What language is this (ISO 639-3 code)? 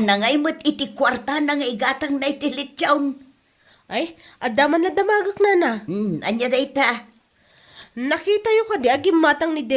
ilo